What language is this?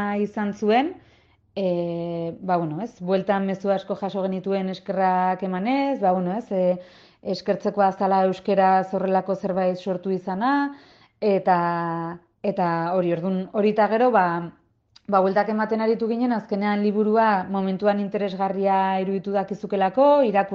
Basque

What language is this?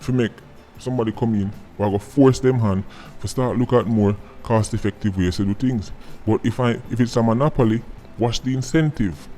Jamaican Creole English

